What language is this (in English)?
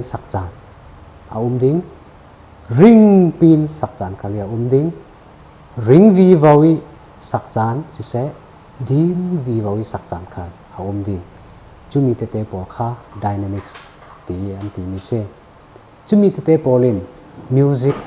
Falam Chin